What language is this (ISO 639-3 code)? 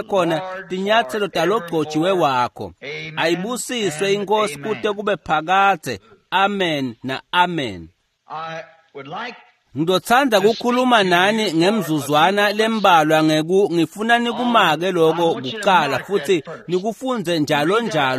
ssw